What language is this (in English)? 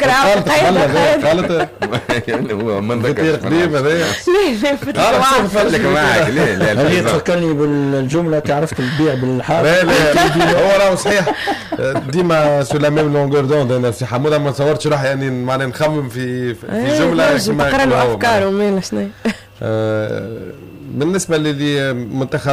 Tunisian Arabic